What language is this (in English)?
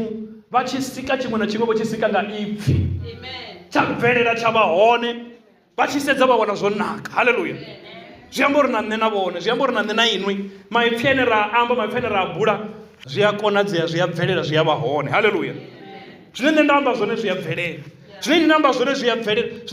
Venda